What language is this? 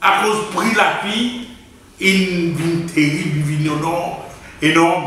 Seselwa Creole French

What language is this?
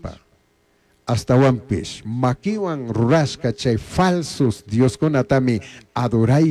Chimborazo Highland Quichua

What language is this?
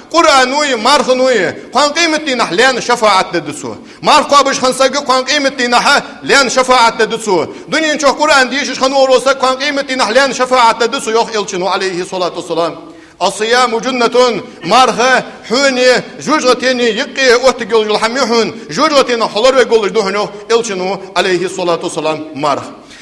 Ingush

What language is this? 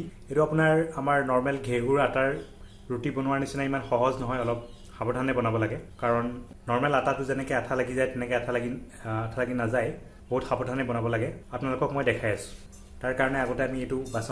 Assamese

